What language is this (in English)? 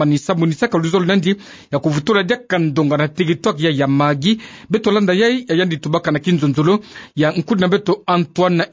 Kituba (Democratic Republic of Congo)